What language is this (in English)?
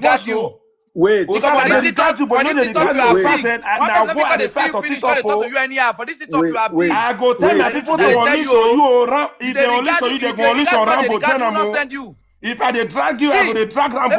Nigerian Pidgin